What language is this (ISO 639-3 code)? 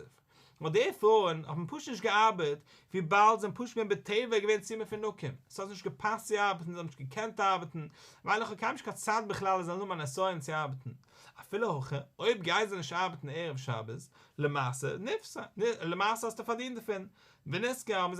yid